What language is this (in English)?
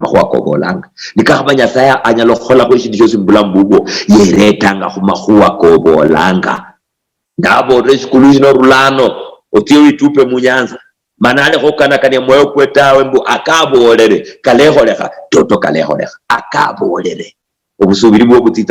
Luyia